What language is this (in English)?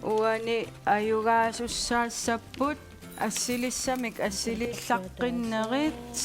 Kalaallisut